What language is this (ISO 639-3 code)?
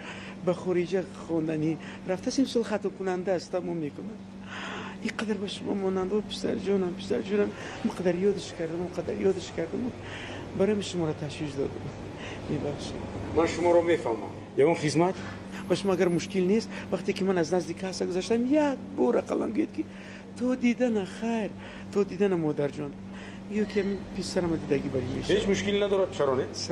tgk